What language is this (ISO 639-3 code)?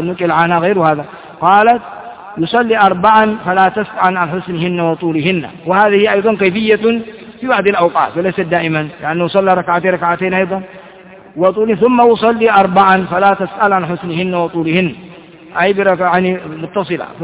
ara